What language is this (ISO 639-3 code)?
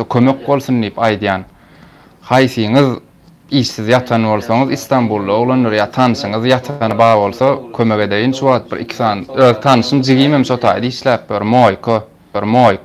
tuk